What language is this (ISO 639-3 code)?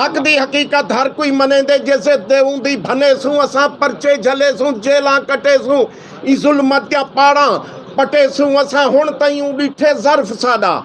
skr